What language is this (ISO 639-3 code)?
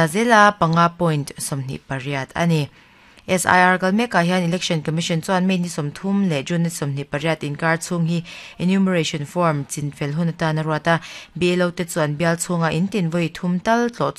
lus